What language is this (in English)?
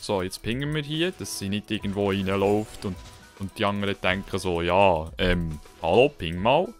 Swiss German